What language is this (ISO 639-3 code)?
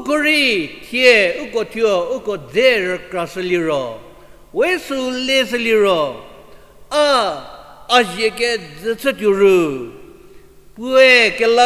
njm